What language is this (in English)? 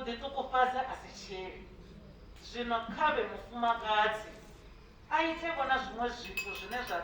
Venda